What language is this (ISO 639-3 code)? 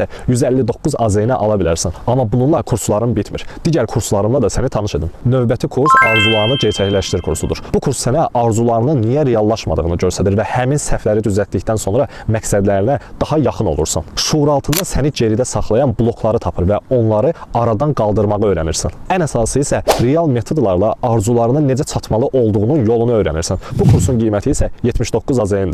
aze